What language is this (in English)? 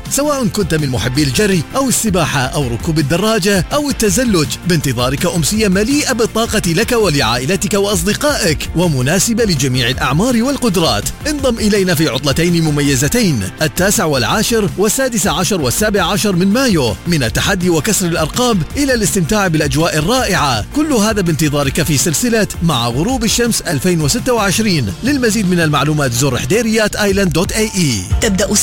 Arabic